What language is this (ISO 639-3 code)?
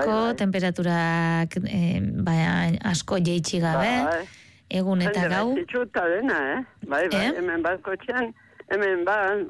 eus